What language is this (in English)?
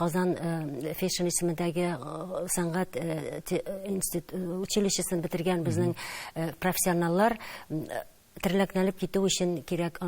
Tatar